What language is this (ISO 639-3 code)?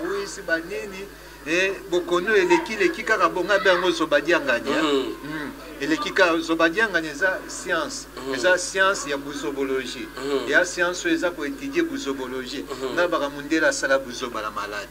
lin